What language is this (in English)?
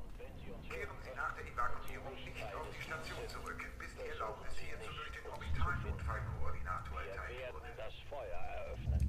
Bavarian